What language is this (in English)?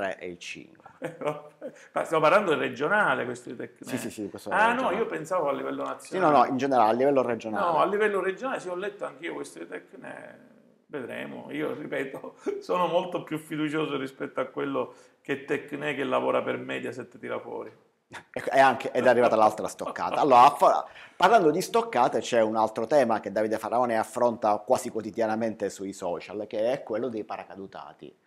Italian